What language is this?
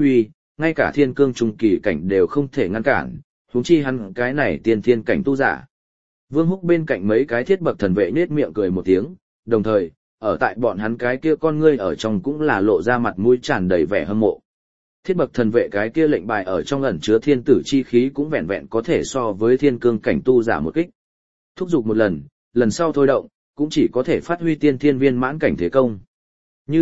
Vietnamese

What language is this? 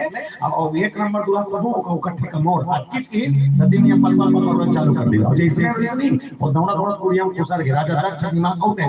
Chhattisgarhi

